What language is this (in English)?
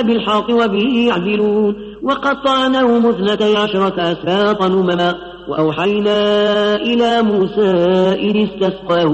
Arabic